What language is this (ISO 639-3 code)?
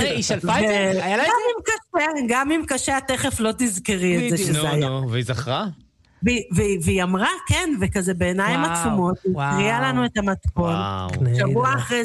heb